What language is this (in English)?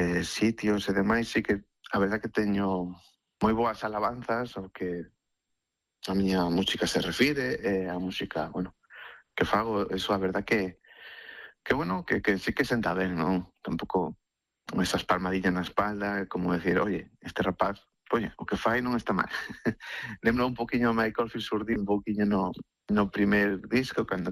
Galician